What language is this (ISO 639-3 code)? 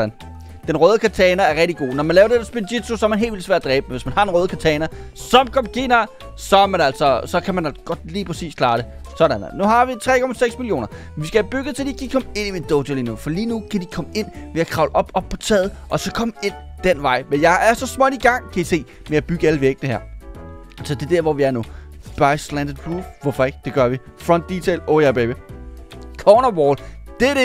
dan